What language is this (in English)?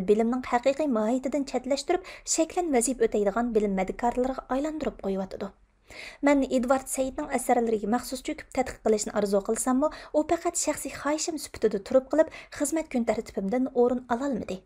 Uyghur